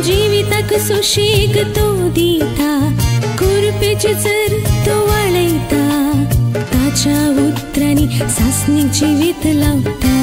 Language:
Konkani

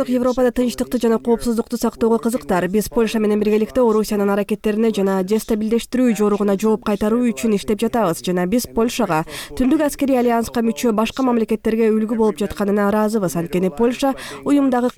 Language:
Kyrgyz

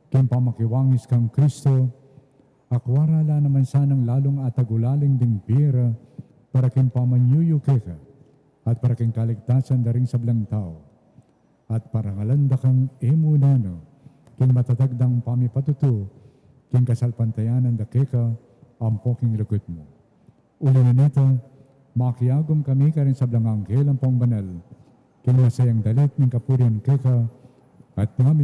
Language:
Pampanga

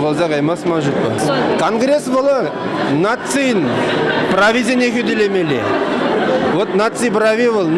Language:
Chuvash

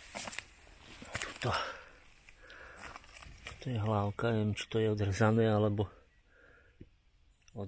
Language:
Slovak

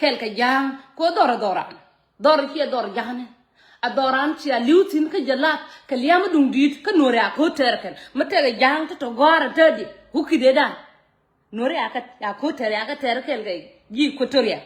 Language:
Nuer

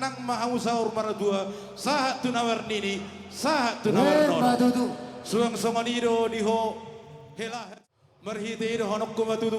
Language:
Batak Toba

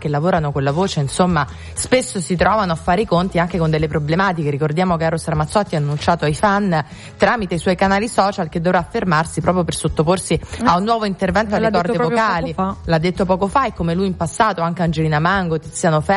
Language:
Italian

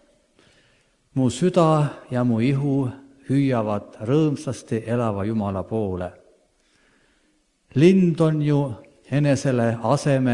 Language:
Estonian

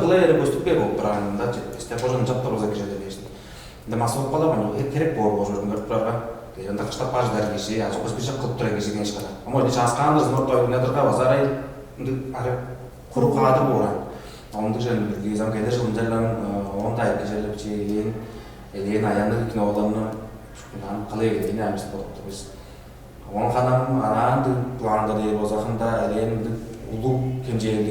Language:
Tuvinian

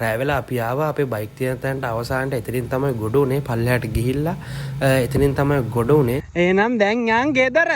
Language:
Sinhala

